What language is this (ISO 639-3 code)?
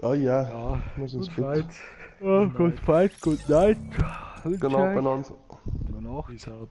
bar